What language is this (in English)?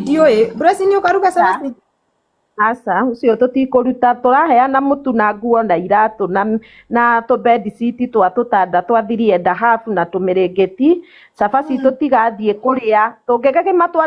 Kikuyu